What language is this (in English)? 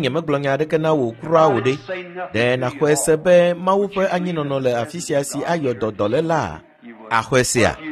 Ewe